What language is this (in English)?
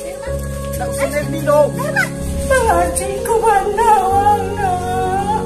Minangkabau